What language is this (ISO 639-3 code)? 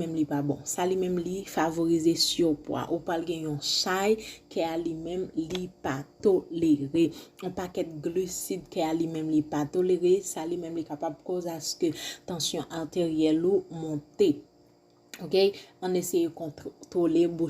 hat